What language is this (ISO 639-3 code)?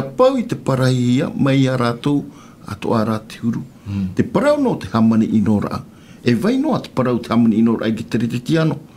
tah